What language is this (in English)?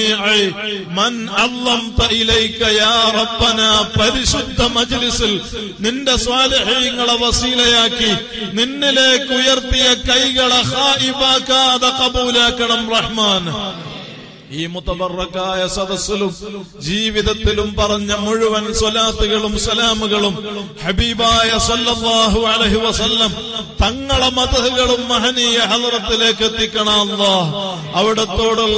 Malayalam